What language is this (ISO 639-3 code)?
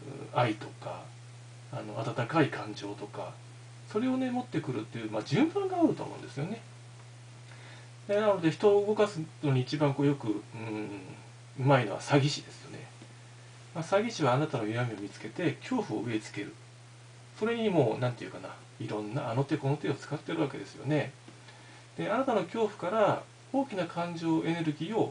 jpn